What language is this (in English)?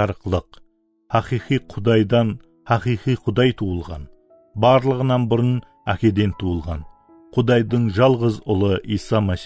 Kara-Kalpak